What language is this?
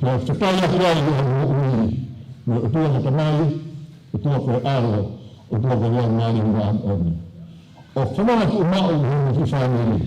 Tongan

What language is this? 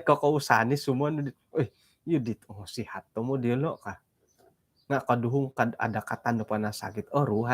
Central Dusun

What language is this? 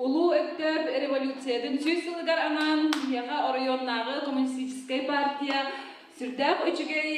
Yakut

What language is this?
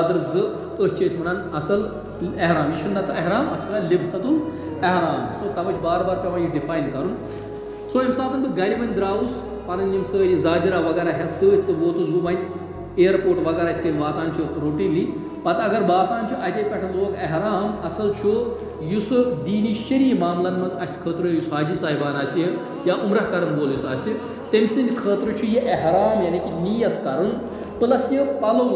Kashmiri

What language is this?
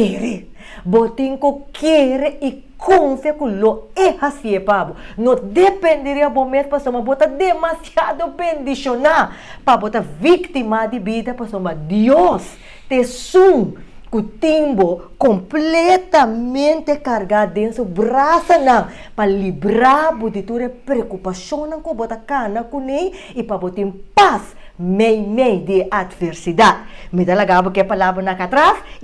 Papiamento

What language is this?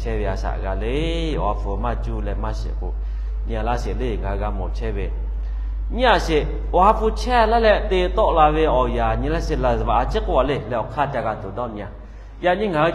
Lahu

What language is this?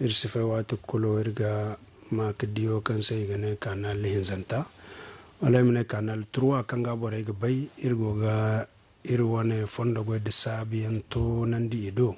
Zarma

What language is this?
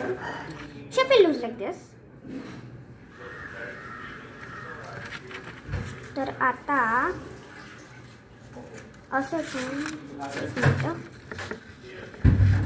Marathi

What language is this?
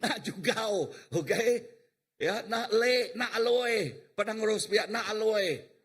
Iban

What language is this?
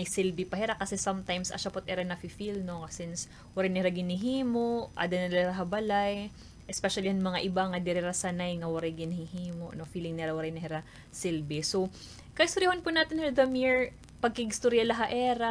Waray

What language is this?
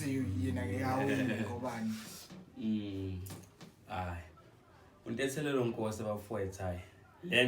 Zulu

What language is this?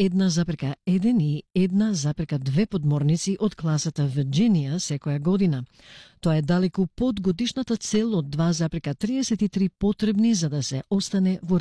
Macedonian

